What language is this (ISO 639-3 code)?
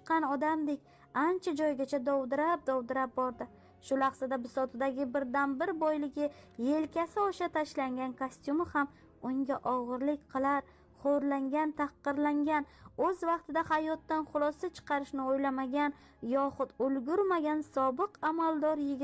uzb